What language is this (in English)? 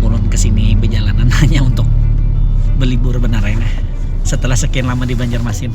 Banjar